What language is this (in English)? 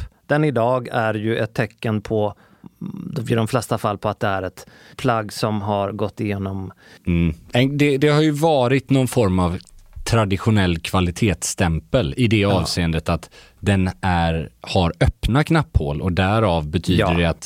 Swedish